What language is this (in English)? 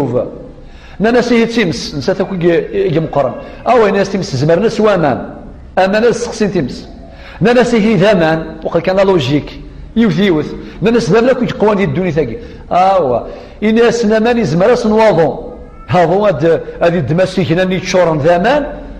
Kabyle